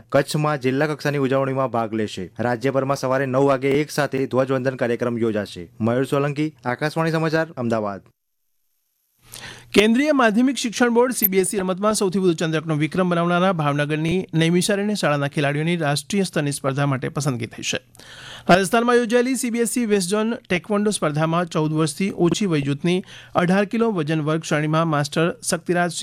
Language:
Gujarati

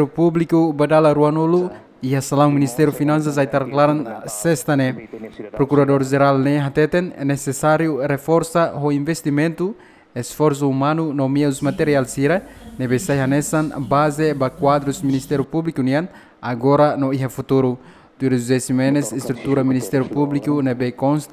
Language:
Tetum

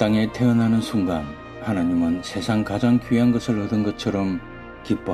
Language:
Korean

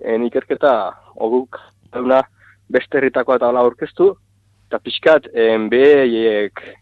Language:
Basque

